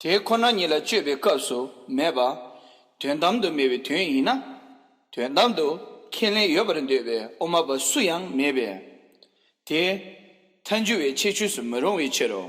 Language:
Tibetan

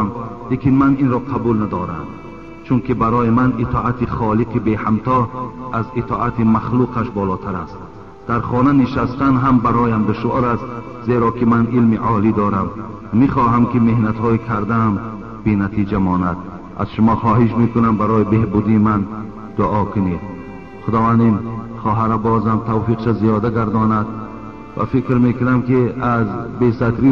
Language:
Tajik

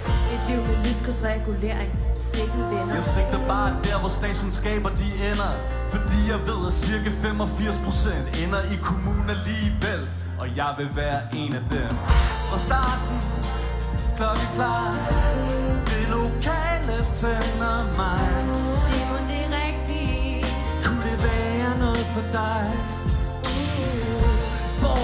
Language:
Danish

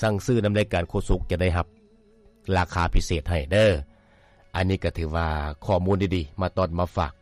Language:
Lao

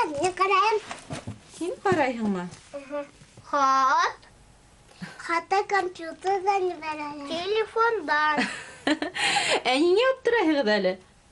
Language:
Bashkir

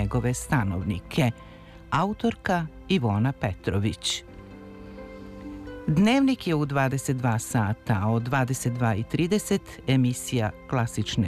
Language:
Serbian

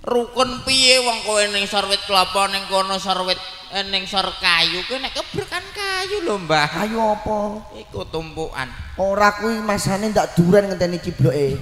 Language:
Javanese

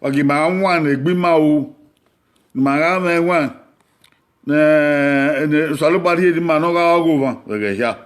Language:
Bini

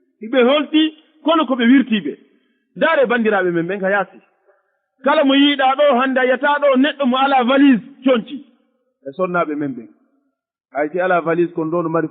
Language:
Fula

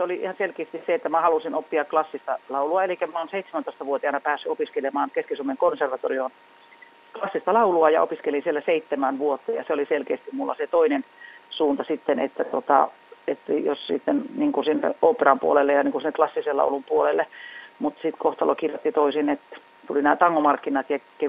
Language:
Finnish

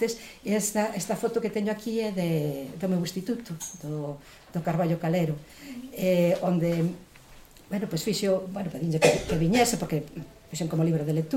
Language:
Galician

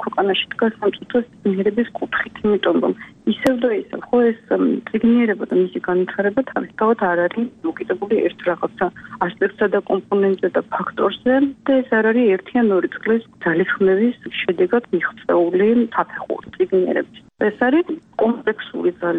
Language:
Georgian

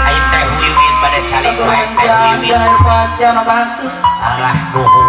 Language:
Sundanese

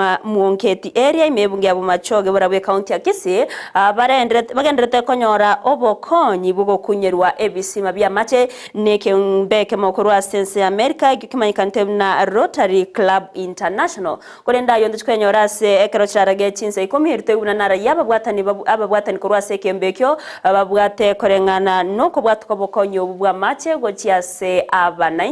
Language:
Gusii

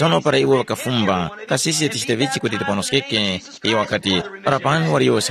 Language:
Tumbuka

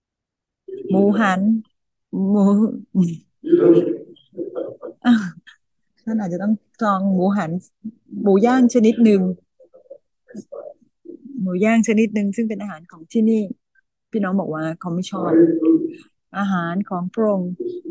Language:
Thai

